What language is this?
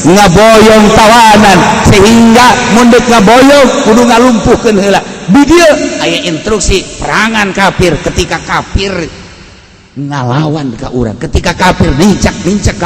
Sundanese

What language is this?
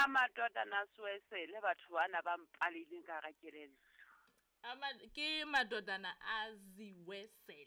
Southern Sotho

